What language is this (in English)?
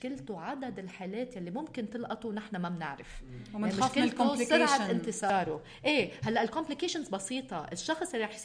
North Levantine Arabic